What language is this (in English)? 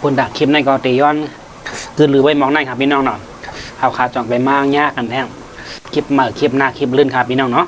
Shan